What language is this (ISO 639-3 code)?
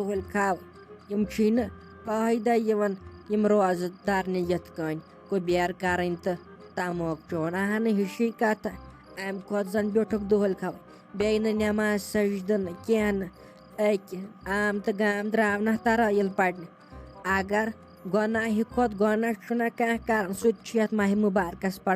kas